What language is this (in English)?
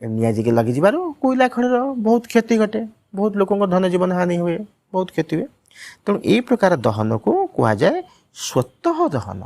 Odia